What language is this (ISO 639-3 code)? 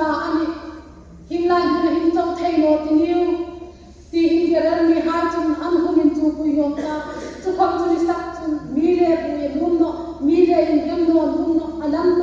hmr